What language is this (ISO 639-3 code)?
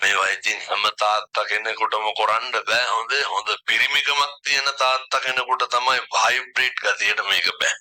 sin